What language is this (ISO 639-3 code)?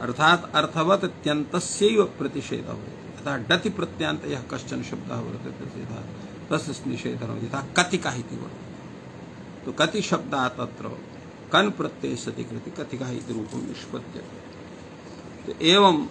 san